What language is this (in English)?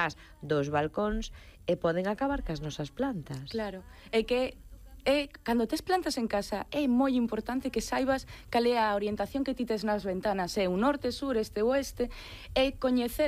Galician